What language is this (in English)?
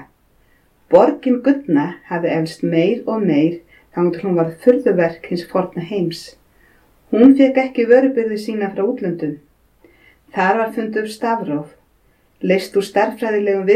Icelandic